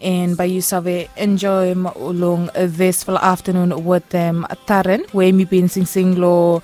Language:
Bislama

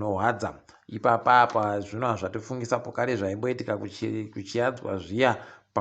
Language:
Ndau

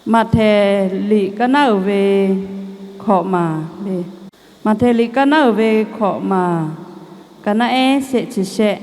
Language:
Lahu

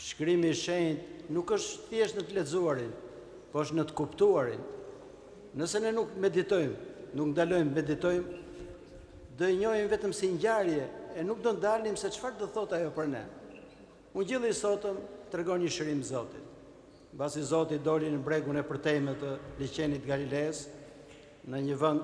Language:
Albanian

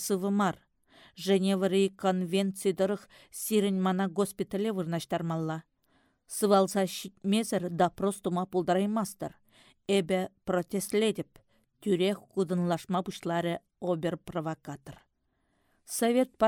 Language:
Chuvash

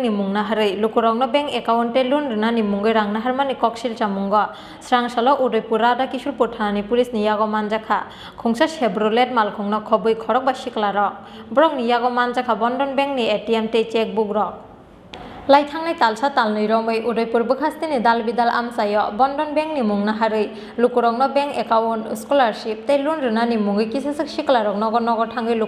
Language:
Kok Borok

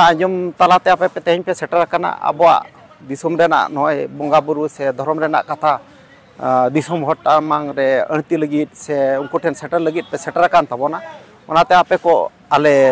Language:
Santali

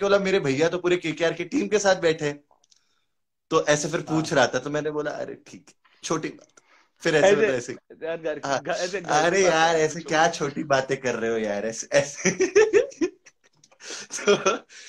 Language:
Hindi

